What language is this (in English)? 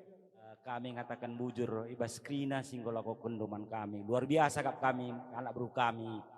Batak Karo